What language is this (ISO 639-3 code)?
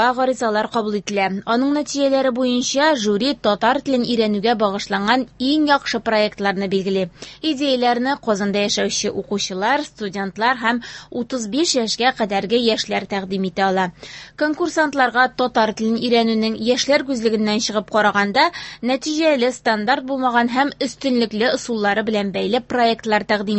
tat